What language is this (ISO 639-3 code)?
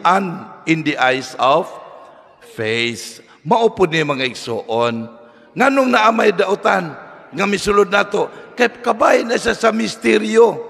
ceb